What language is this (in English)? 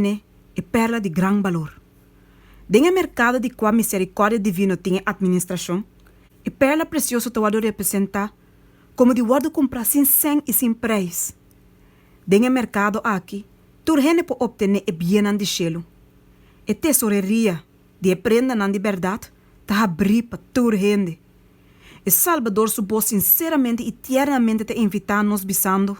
Papiamento